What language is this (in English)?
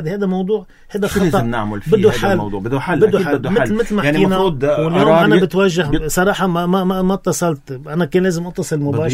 North Levantine Arabic